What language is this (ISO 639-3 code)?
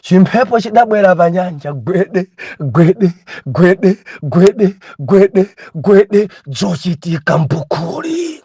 nya